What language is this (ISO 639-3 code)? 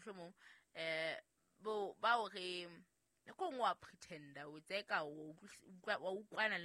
sot